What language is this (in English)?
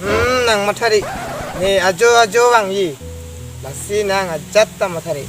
Karbi